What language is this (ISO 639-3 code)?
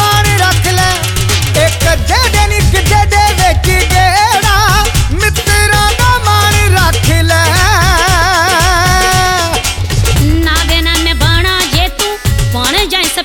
pan